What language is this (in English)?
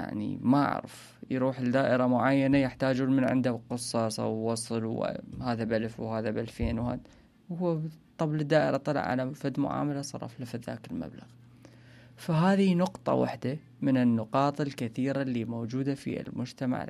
Mesopotamian Arabic